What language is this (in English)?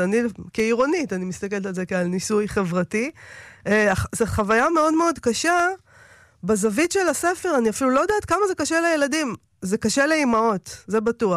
Hebrew